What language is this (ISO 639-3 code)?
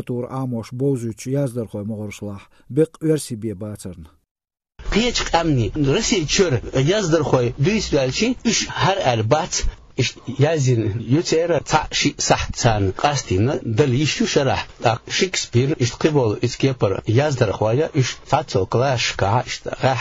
che